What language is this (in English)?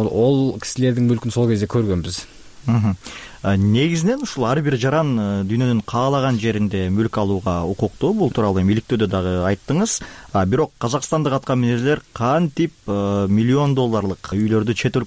Kyrgyz